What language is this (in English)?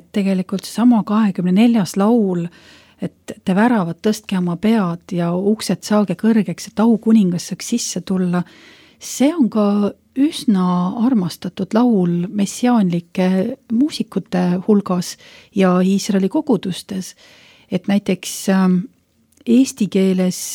Estonian